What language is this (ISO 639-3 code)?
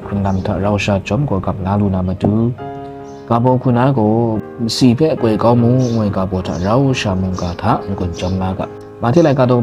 kac